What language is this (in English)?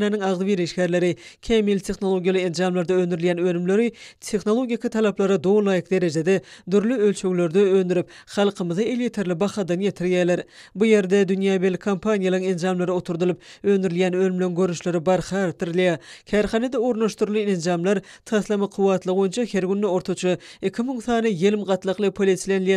Turkmen